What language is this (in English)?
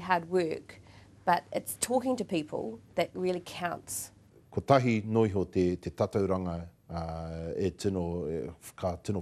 Māori